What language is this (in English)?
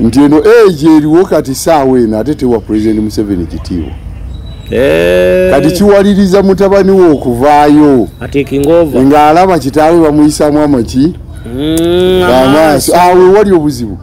Ganda